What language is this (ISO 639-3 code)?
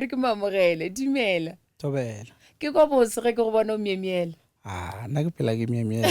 nso